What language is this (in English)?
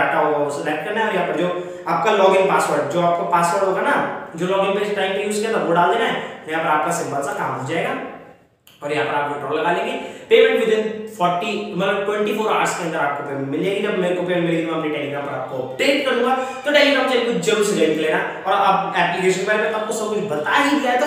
Hindi